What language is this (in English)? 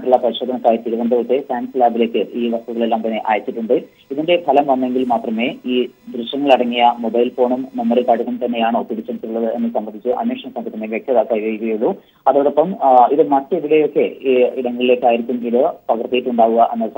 Malayalam